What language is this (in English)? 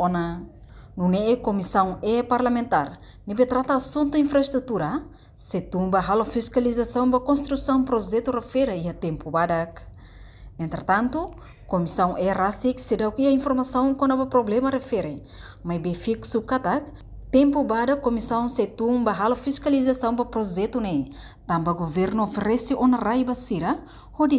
Tetum